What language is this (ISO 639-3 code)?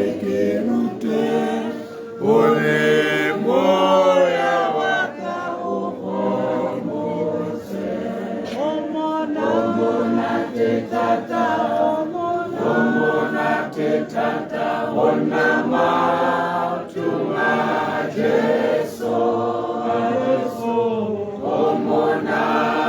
tsn